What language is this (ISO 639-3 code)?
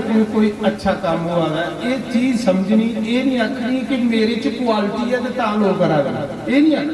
doi